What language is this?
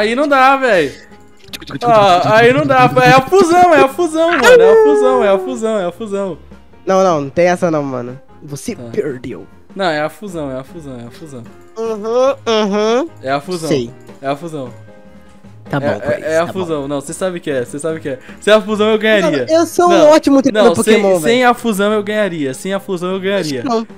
Portuguese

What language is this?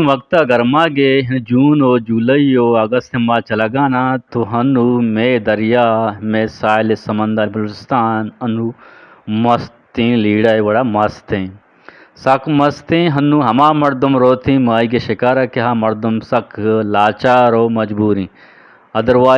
Eastern Balochi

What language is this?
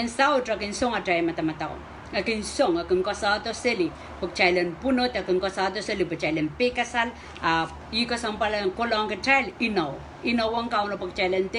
Pohnpeian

